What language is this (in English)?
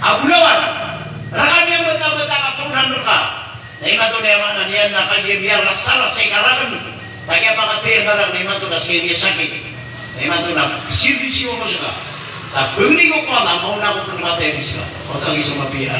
Maranao